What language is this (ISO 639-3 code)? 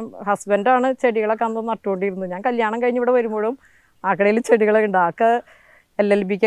mal